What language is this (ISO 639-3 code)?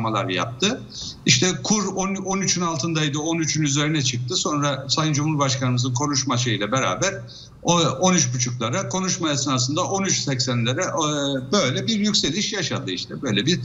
tur